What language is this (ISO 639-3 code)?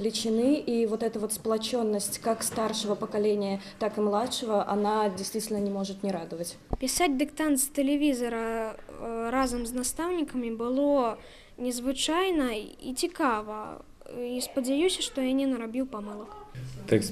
bel